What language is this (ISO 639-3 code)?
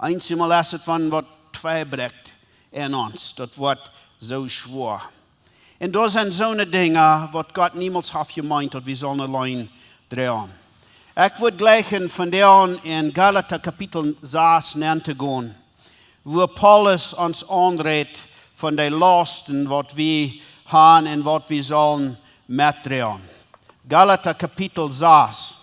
pdt